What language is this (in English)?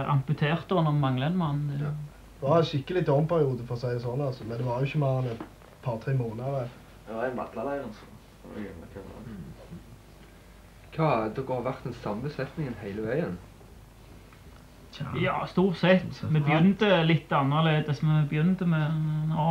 Norwegian